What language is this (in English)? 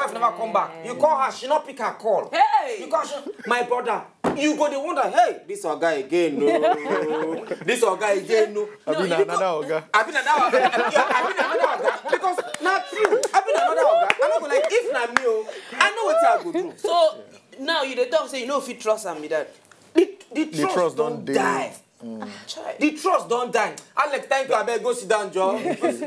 Nigerian Pidgin